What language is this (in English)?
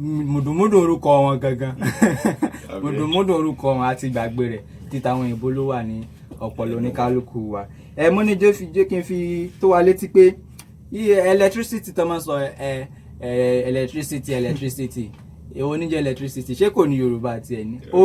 Yoruba